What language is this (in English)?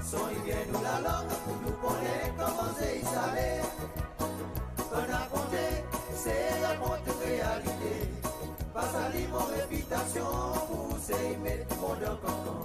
Seselwa Creole French